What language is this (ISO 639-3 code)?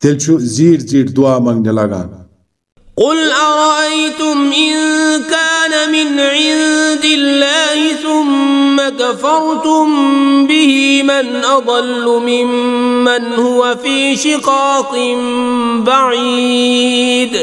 kas